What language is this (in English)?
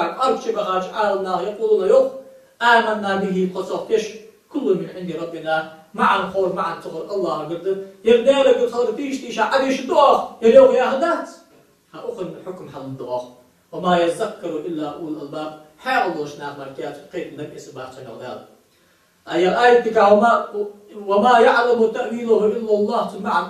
Ingush